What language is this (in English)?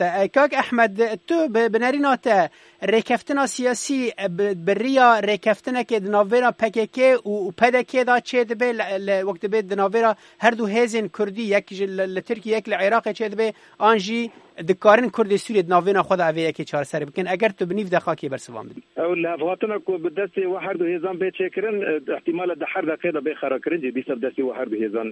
Kurdish